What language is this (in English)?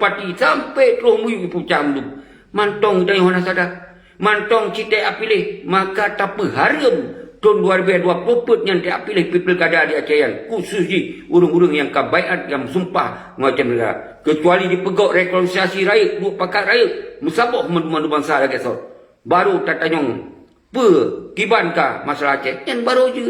Achinese